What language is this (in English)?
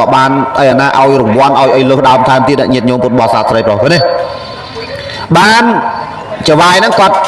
Khmer